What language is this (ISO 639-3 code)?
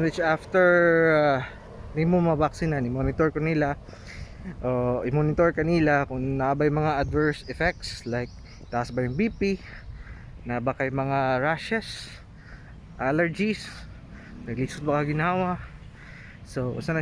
ceb